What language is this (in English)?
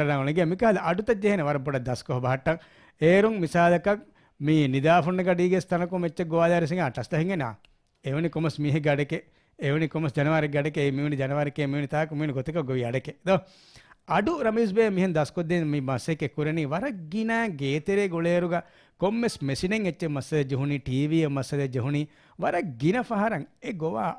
Divehi